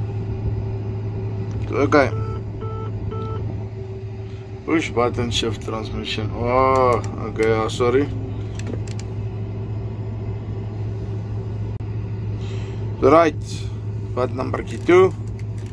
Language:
Afrikaans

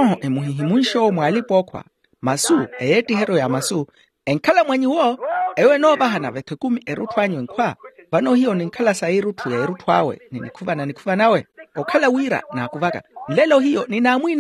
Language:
Makhuwa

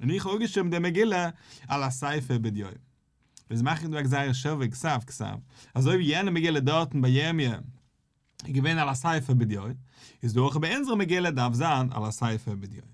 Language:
Yiddish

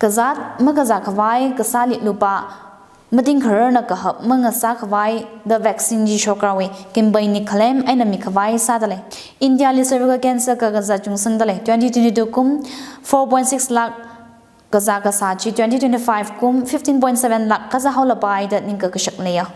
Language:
Tangkhul Naga (India)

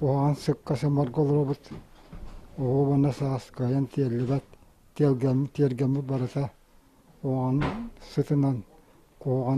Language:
Yakut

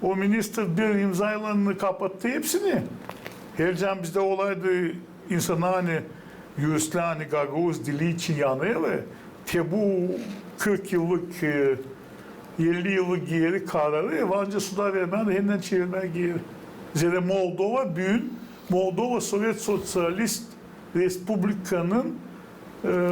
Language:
Gagauz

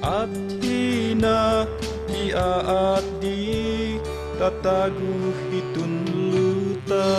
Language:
Tuwali Ifugao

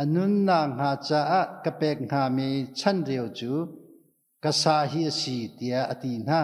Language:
Hakha Chin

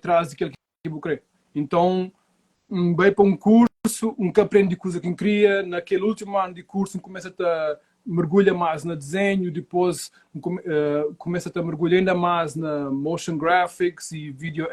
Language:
Kabuverdianu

